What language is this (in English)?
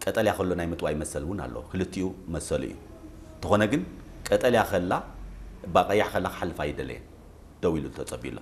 Tigrinya